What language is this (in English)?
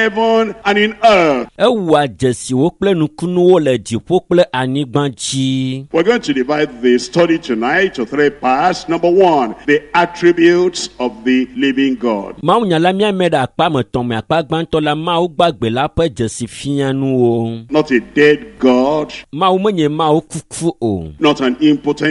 Ewe